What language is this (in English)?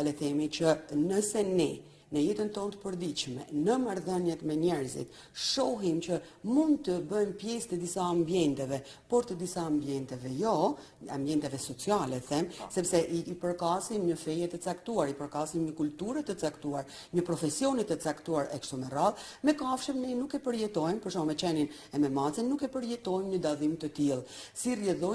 Albanian